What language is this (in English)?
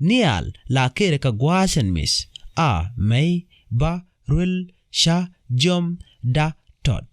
Nuer